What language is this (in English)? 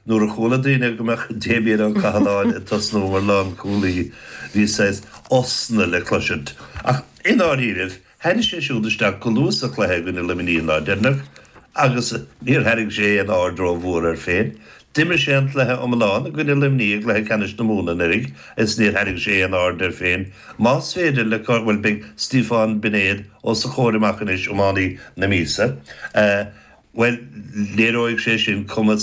Irish